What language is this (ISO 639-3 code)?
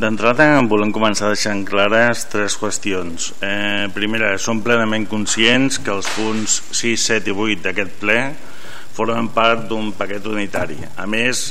cat